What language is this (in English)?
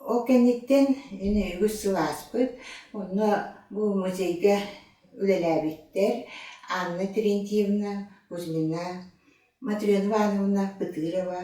Yakut